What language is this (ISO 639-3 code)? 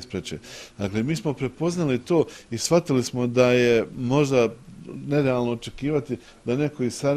bos